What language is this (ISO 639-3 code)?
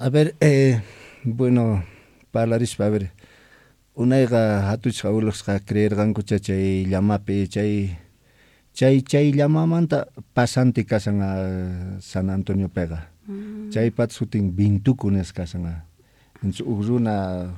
que